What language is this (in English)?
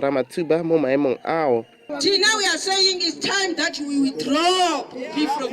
Tswana